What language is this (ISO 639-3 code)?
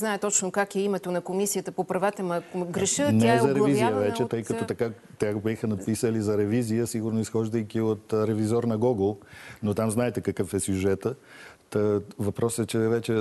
bul